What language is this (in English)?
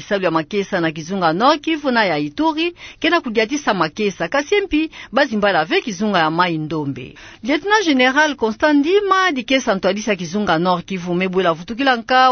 Kituba (Democratic Republic of Congo)